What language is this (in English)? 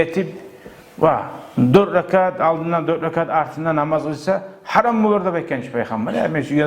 Kumyk